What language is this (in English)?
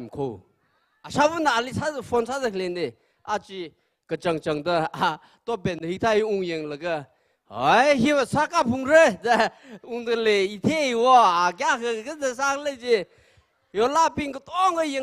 Tangkhul Naga (India)